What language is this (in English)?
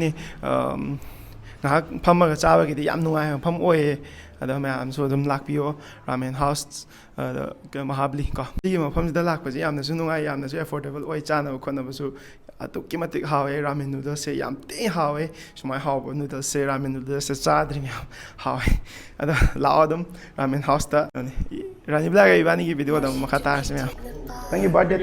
Manipuri